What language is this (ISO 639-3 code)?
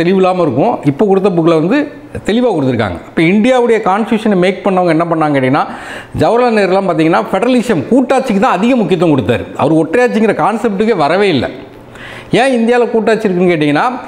tam